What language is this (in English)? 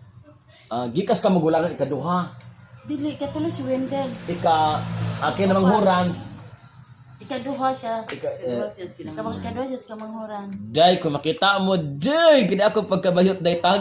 Cebuano